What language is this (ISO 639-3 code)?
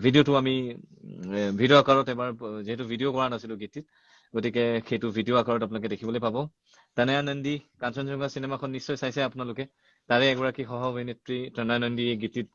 asm